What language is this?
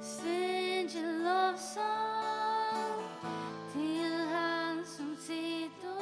Faroese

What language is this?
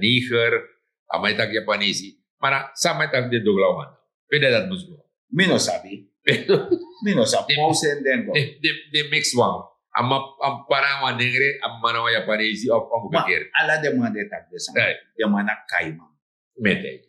Sranan Tongo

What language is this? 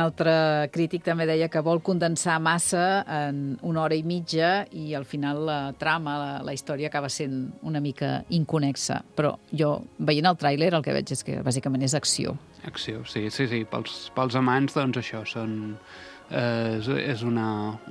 Catalan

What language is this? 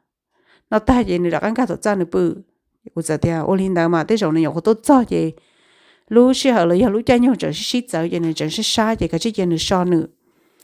Hmong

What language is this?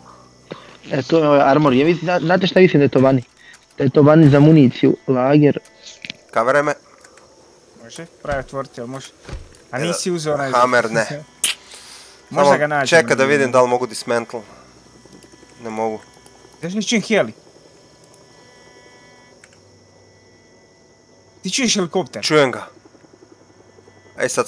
Croatian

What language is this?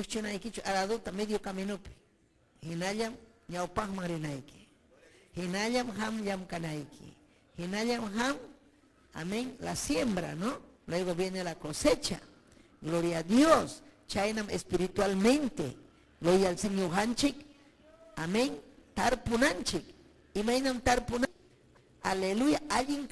Ayacucho Quechua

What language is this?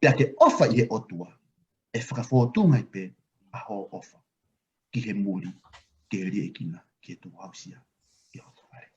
Tongan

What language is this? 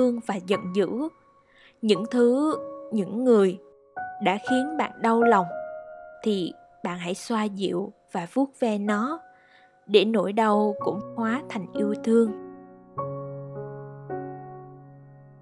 Vietnamese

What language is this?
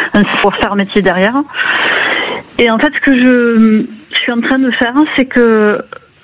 French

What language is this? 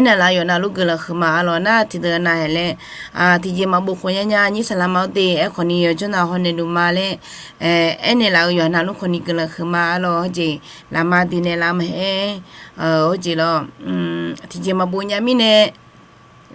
Akha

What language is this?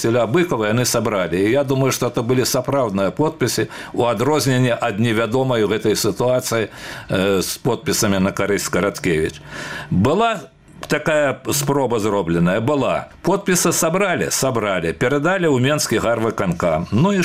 Belarusian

